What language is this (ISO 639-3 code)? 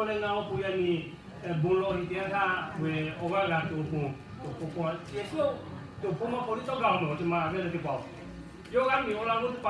lhu